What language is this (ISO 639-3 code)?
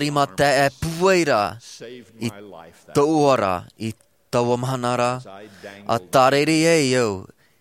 tah